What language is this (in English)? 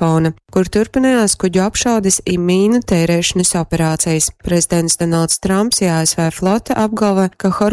Latgalian